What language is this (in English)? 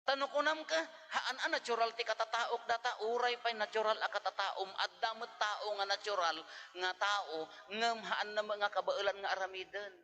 Iloko